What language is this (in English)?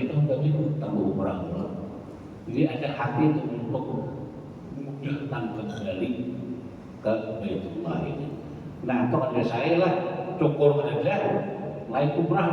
Banjar